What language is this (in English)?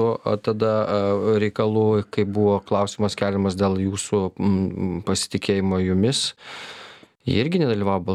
Lithuanian